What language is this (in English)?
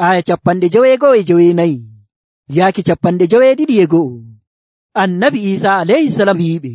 Nigerian Fulfulde